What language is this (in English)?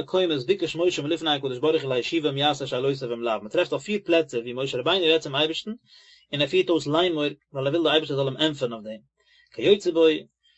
Yiddish